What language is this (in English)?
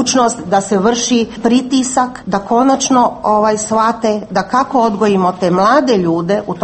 Croatian